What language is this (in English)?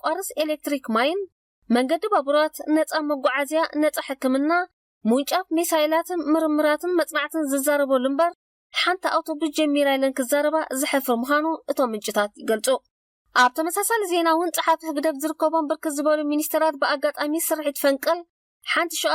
Tigrinya